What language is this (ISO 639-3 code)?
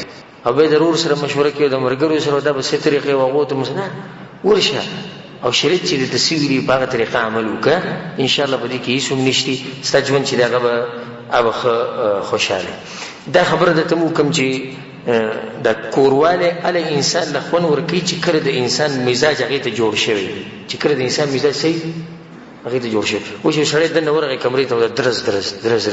pus